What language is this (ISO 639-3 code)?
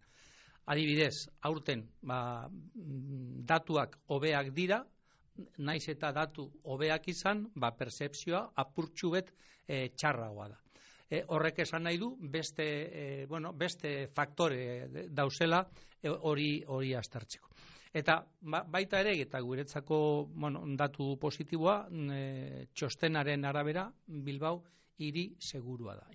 eus